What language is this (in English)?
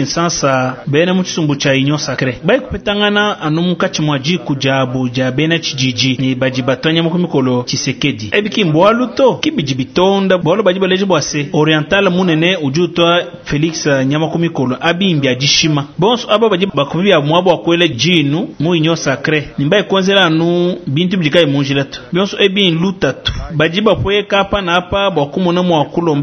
Luba-Lulua